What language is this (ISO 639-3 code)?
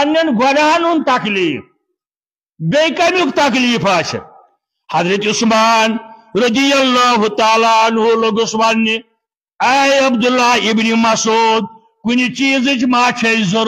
kas